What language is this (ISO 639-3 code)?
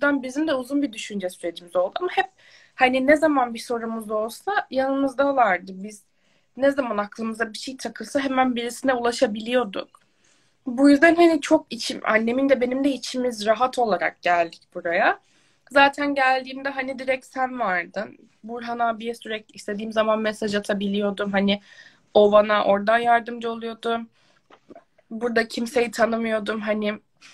tur